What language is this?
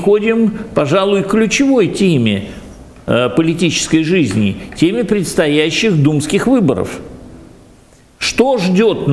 Russian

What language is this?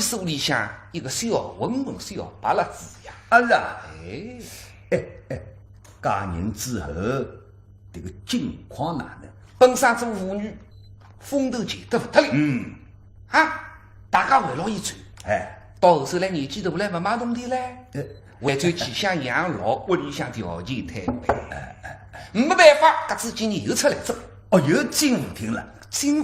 Wu Chinese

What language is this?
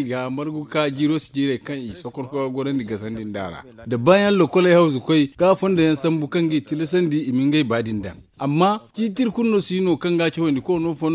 Zarma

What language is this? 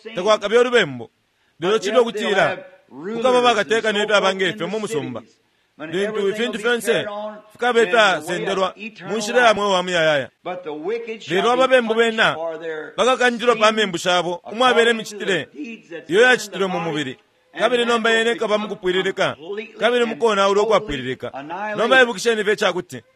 Bemba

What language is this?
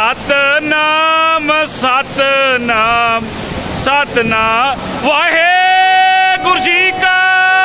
Punjabi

